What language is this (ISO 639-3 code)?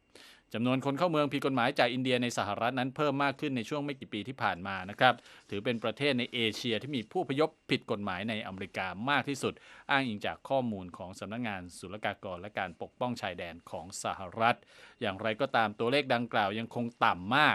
tha